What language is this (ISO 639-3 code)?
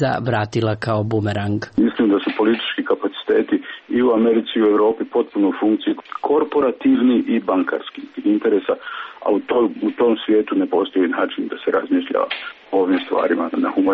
srp